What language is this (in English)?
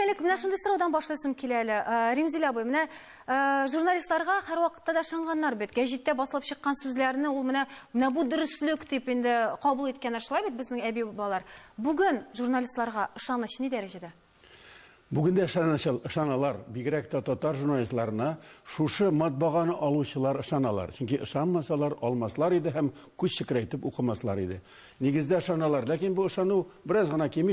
Tatar